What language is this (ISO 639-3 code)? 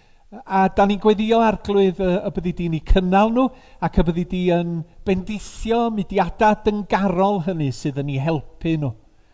cym